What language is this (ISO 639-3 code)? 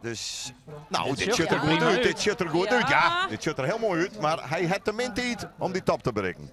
fry